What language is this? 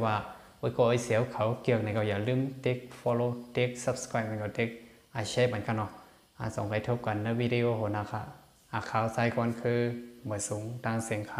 Shan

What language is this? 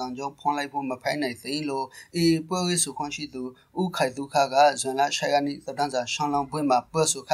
Burmese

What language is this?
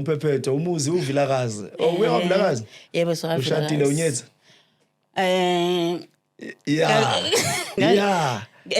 Zulu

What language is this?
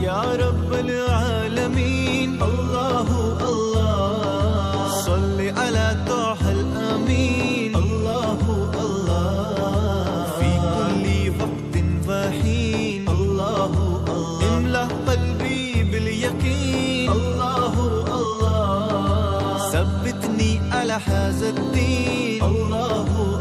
Brahui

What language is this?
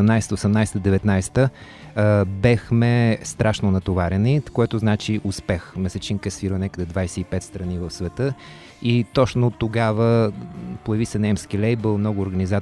Bulgarian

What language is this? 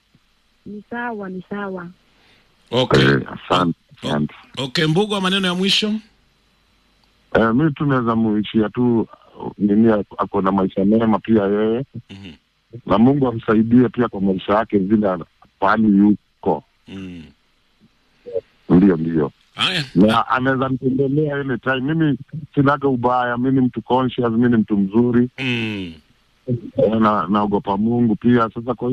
Swahili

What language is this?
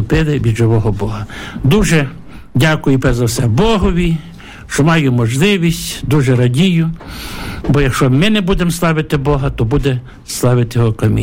Ukrainian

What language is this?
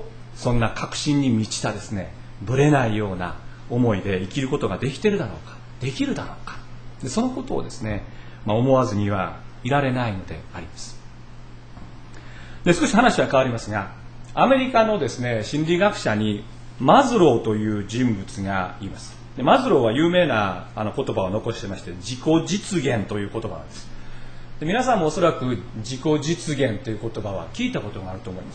Japanese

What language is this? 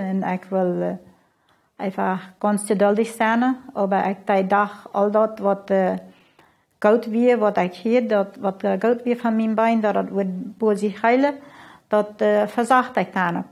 Plautdietsch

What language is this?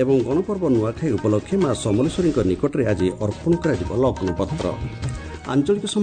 Odia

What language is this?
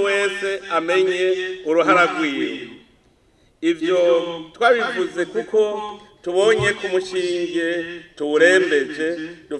Rundi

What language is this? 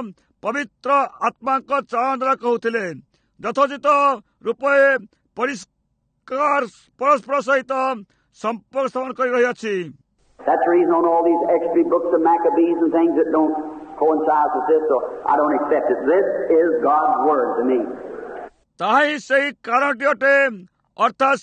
Odia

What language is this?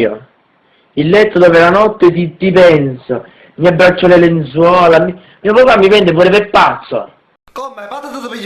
Neapolitan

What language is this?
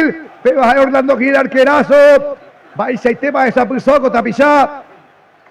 Guarani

